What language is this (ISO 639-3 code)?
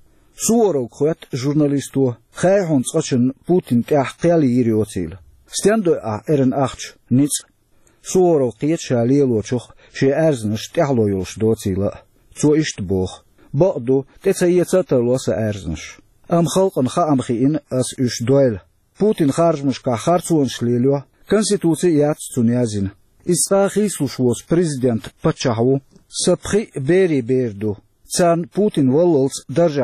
che